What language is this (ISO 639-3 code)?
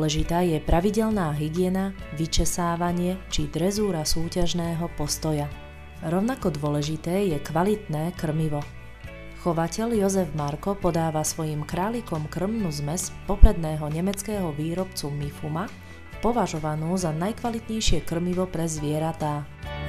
slk